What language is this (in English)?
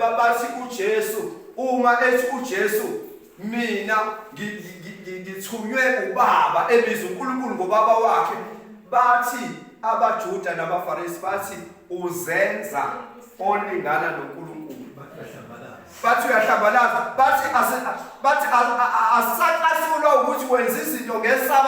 Zulu